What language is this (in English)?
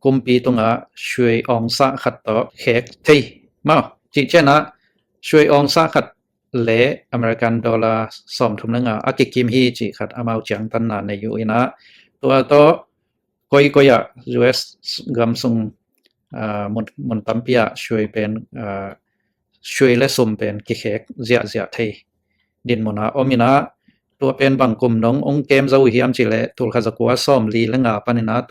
Tedim Chin